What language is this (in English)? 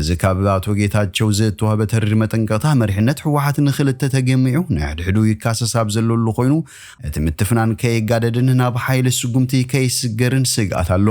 Tigrinya